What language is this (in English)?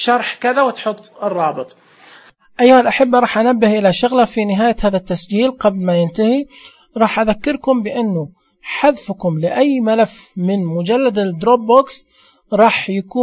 Najdi Arabic